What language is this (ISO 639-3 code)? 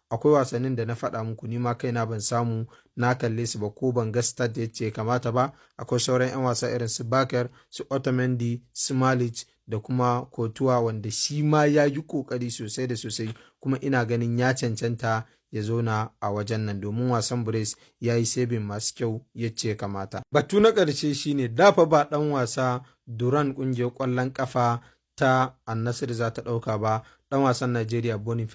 hau